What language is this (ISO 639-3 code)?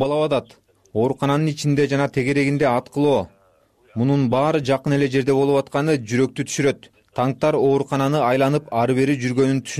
kir